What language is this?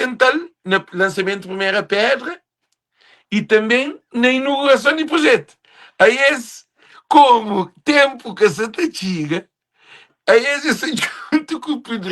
Kabuverdianu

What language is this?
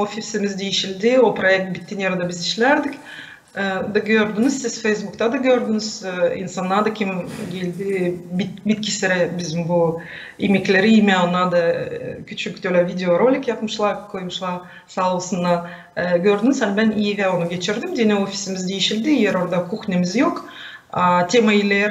Gagauz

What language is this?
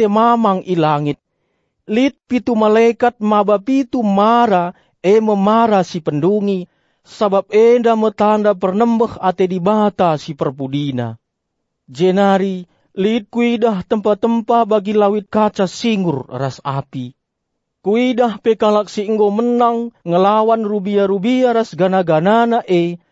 Batak Karo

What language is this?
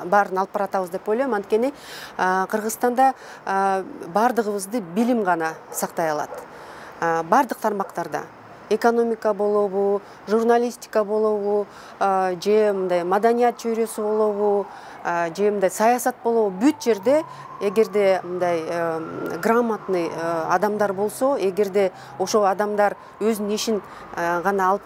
Kyrgyz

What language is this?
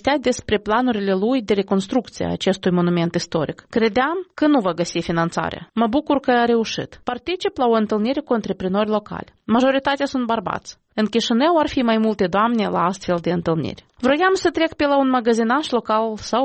Romanian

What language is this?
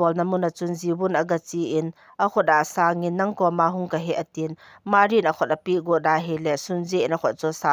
Thado Chin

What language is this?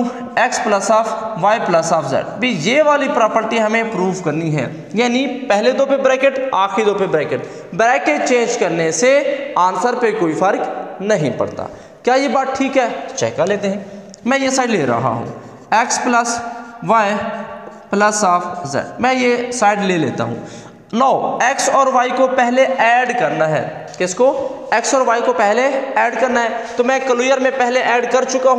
Hindi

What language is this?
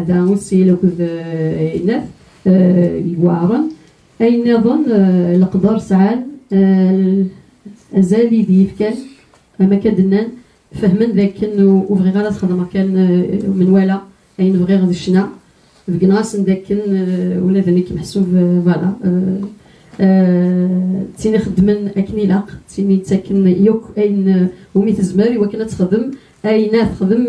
Kabyle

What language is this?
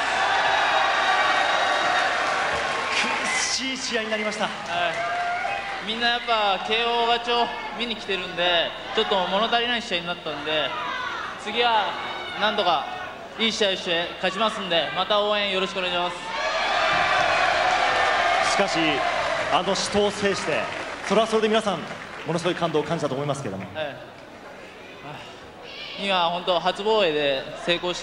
Japanese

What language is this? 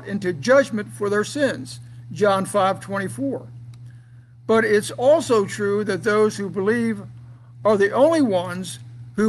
English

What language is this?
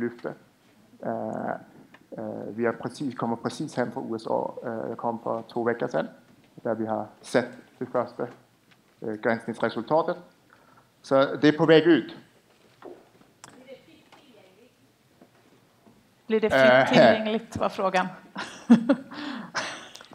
Swedish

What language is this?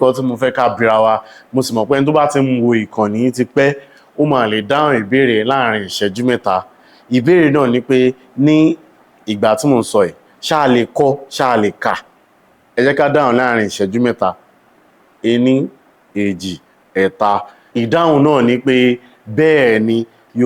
Yoruba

